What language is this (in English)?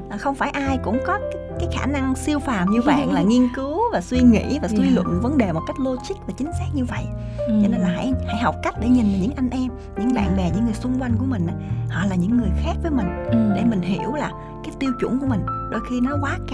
Vietnamese